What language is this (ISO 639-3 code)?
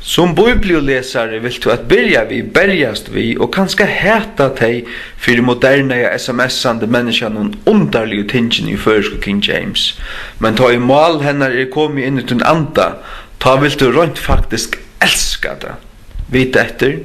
fao